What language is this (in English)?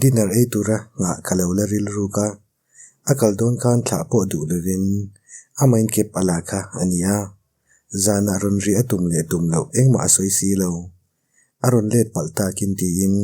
Mizo